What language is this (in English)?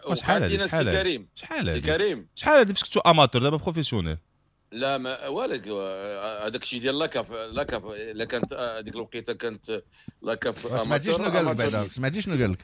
Moroccan Arabic